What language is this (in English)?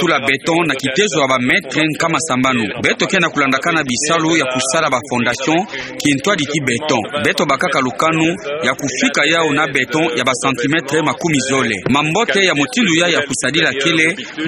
Kituba (Democratic Republic of Congo)